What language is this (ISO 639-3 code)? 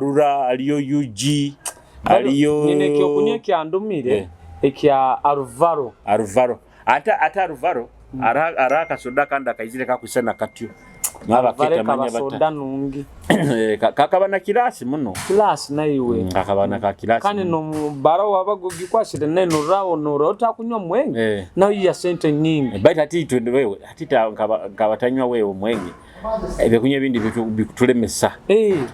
nyo